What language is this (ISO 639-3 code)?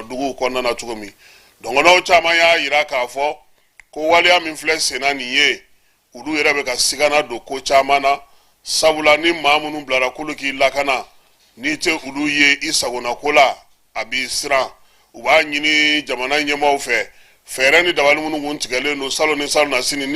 bam